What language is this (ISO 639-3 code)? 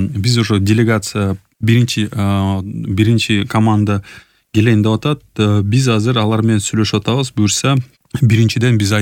kir